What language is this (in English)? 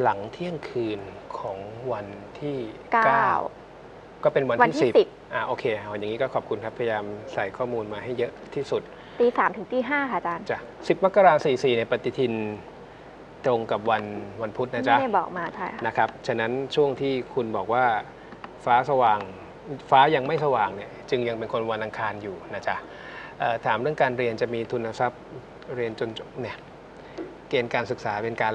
Thai